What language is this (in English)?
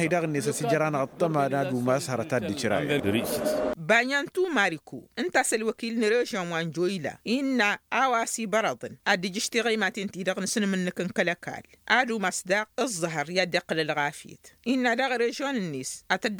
Tamasheq